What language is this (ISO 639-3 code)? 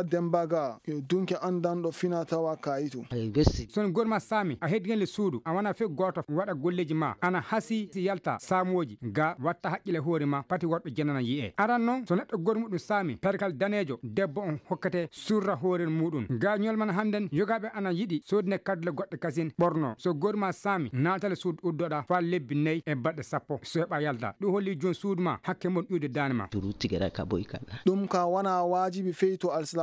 ful